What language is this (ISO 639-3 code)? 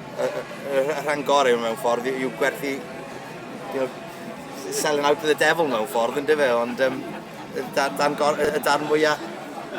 cym